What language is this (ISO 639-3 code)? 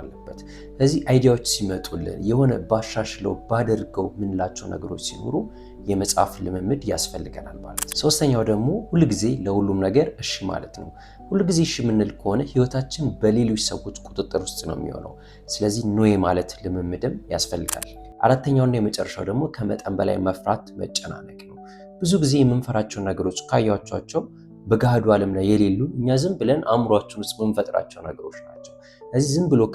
amh